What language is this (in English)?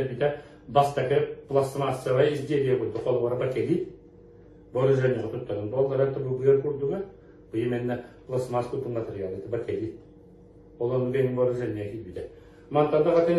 Yakut